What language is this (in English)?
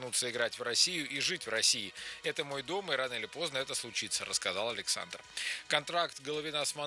Russian